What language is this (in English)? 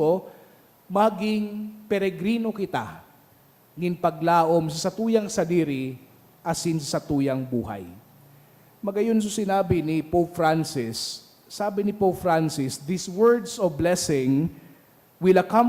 Bikol